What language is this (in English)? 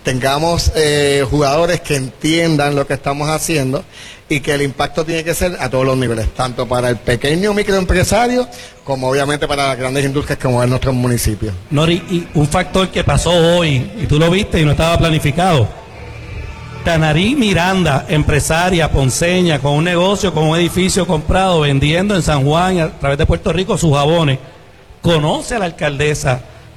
Spanish